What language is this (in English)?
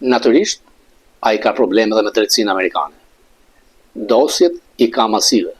Albanian